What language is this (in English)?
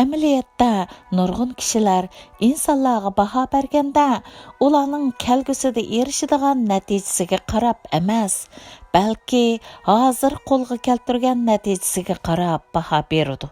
Uyghur